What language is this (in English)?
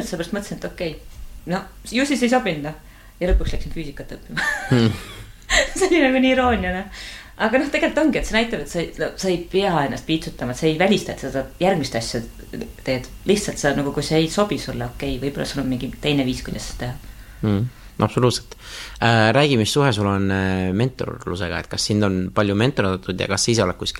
Estonian